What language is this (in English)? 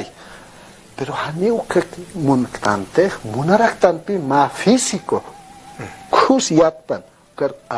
Aymara